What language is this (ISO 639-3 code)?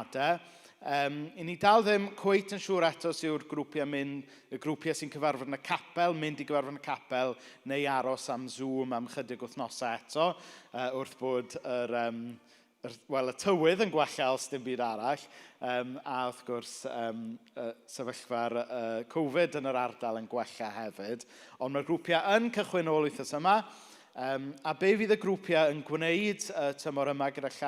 cym